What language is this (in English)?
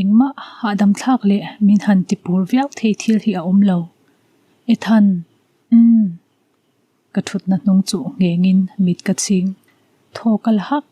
Mizo